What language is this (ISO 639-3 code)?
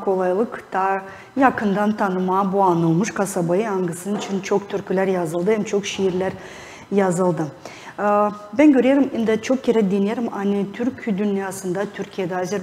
gag